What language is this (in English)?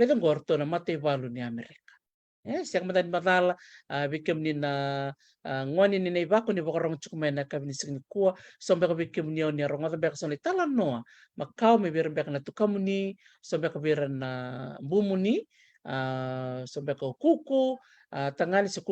Fijian